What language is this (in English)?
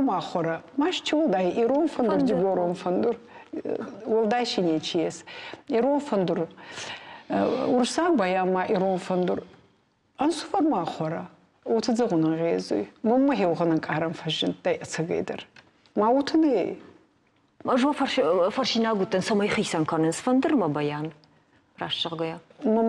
Ossetic